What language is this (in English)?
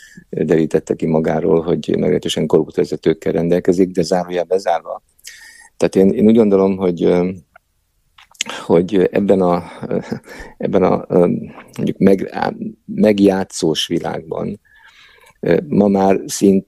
Hungarian